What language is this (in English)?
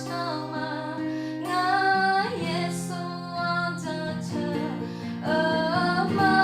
Akha